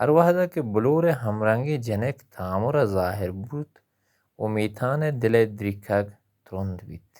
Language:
Baluchi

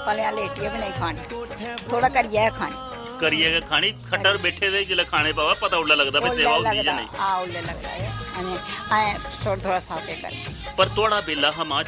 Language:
Dogri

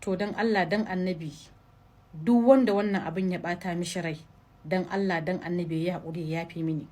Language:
Hausa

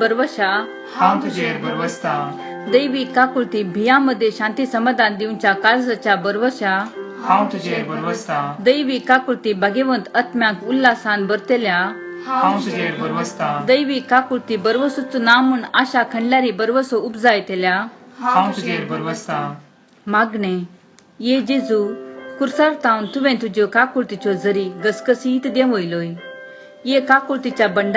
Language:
Konkani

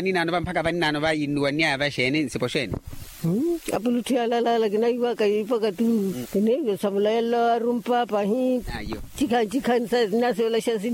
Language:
Makhuwa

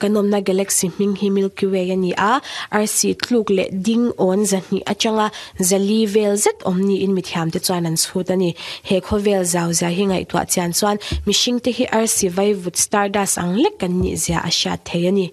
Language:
Mizo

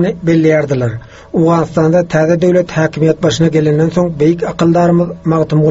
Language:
Turkmen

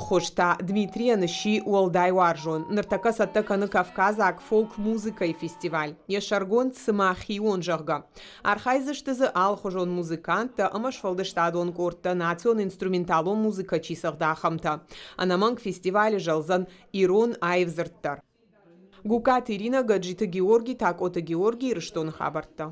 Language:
Ossetic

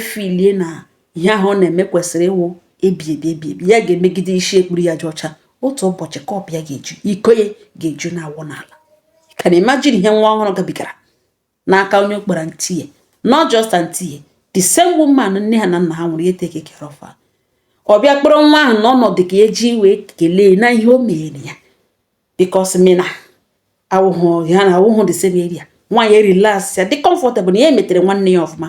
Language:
Igbo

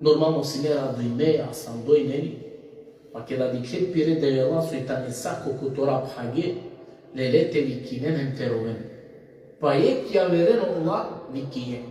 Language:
Balkan Romani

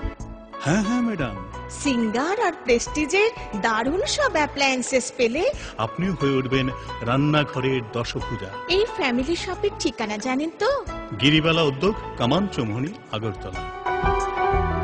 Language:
Bangla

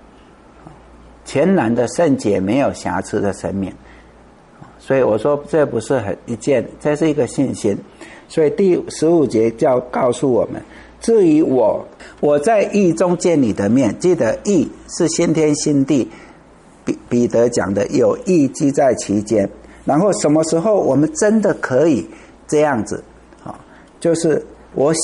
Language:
Chinese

